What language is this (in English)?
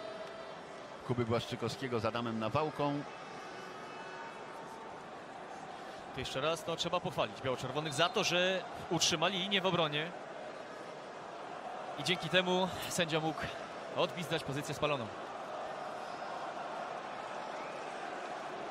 Polish